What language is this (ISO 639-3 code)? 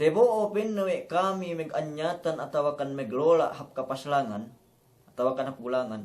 yka